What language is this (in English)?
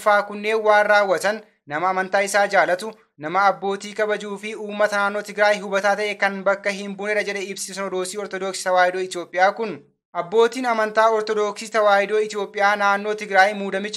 Oromo